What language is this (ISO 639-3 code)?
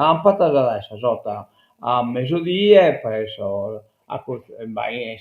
srd